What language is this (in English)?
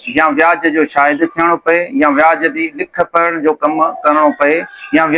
Sindhi